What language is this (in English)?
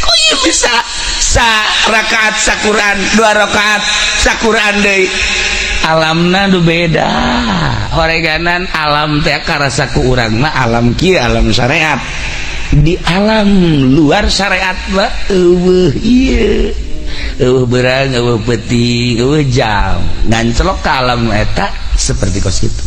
Sundanese